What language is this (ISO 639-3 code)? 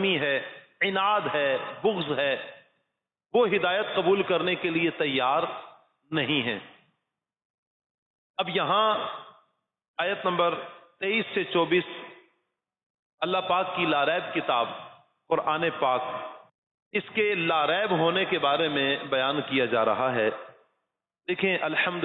urd